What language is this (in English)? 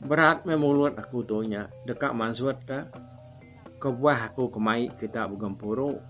Iban